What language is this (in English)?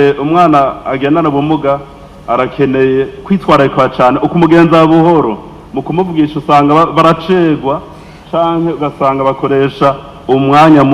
Rundi